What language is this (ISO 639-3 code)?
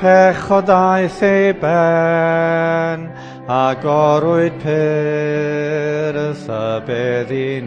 cym